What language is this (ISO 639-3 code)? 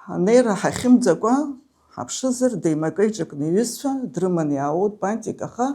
abk